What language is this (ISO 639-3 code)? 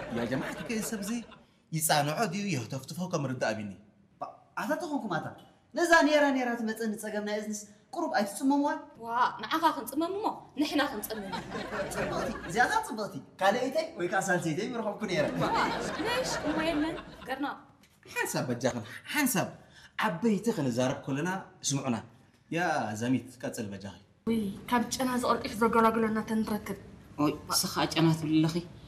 tir